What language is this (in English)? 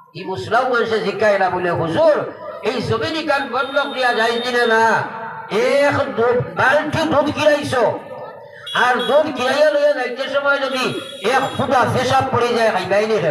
Sylheti